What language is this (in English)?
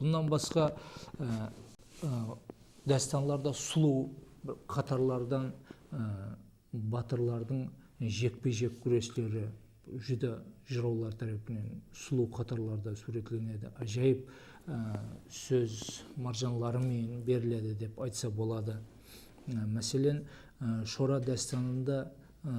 Kara-Kalpak